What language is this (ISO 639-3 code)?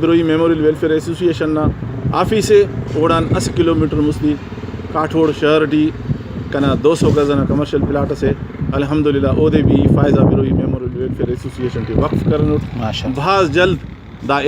brh